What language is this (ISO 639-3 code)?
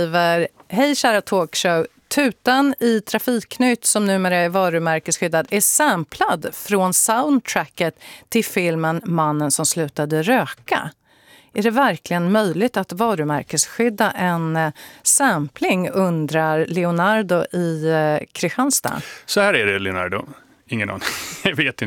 swe